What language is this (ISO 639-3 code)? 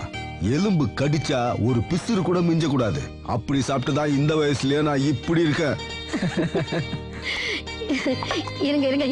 tam